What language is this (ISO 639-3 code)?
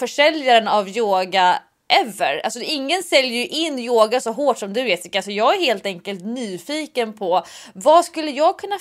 swe